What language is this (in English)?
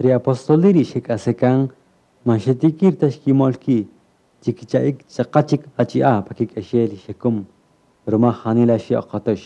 Kaqchikel